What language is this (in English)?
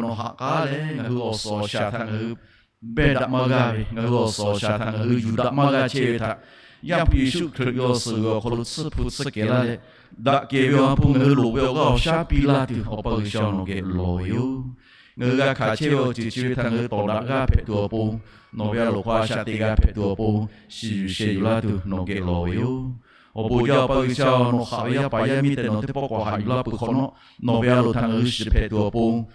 Lahu